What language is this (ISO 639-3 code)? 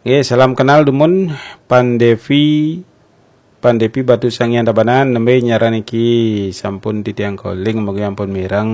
ban